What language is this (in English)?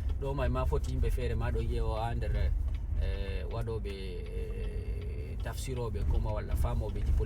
Fula